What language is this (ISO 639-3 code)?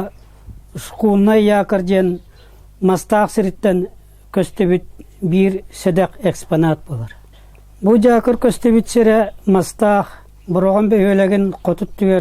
sah